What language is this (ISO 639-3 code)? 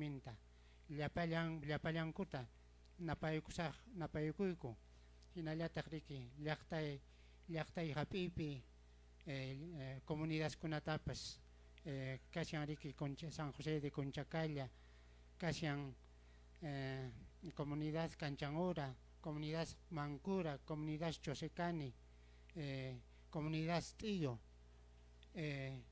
que